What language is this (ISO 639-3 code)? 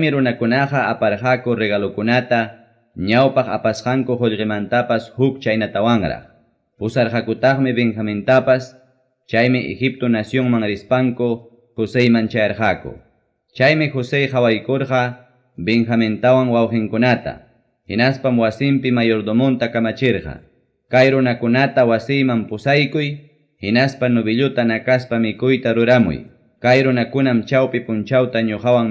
quy